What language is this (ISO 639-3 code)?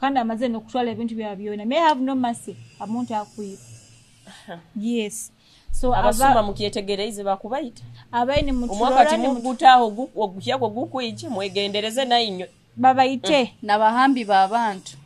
nyo